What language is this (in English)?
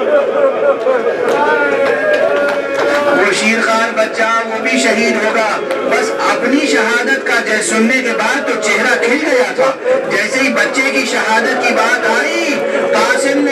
Urdu